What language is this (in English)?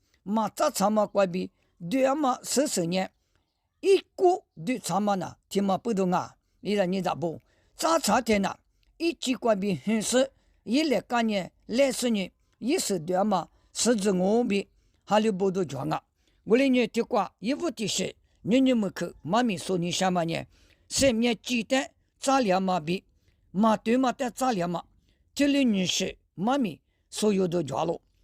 Lisu